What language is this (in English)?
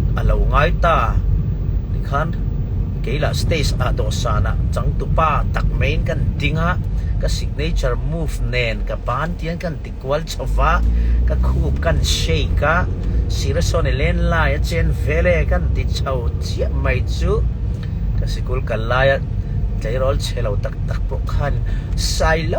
Mizo